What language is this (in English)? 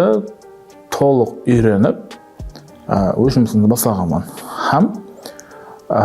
Kara-Kalpak